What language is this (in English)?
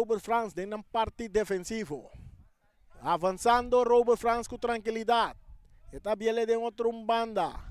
Papiamento